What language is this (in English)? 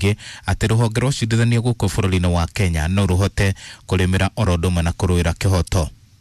Kikuyu